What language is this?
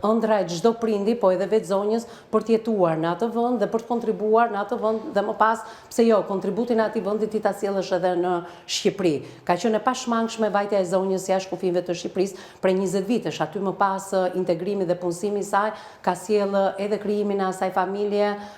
Albanian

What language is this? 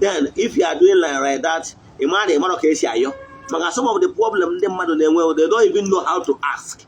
Igbo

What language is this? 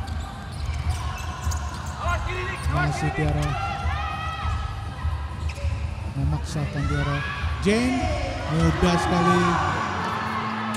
Indonesian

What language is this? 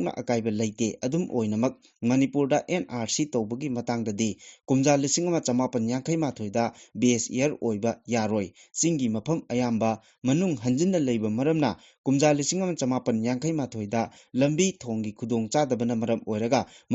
Manipuri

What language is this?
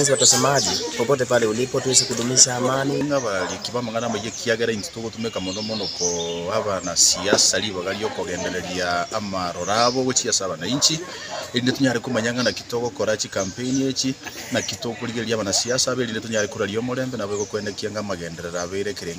Gusii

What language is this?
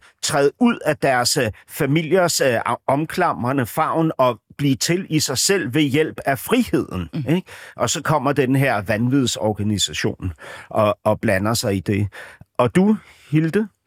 Danish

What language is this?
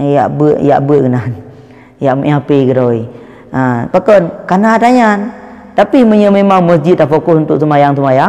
Achinese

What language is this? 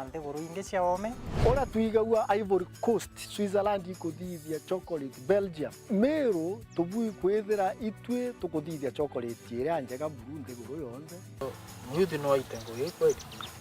Meru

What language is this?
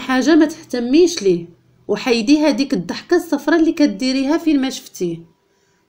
Moroccan Arabic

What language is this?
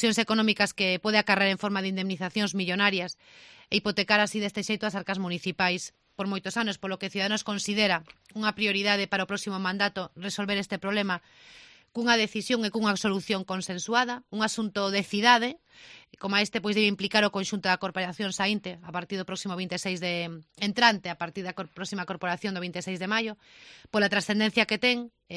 Galician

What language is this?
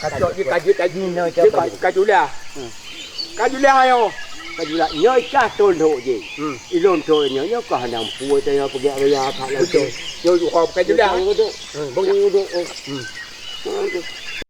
Achinese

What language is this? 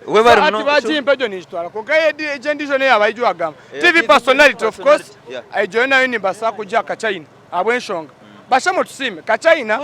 Nyankole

